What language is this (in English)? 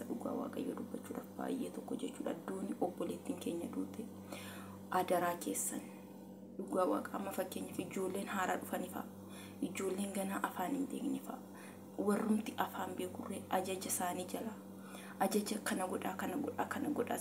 Oromo